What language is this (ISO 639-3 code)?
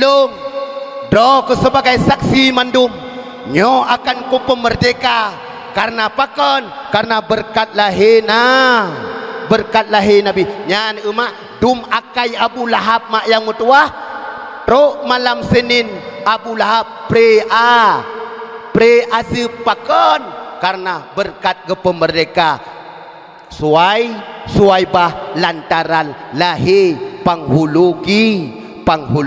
ace